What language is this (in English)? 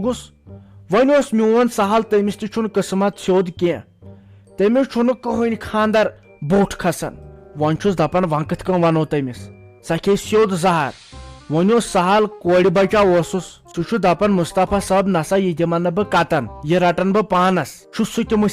Kashmiri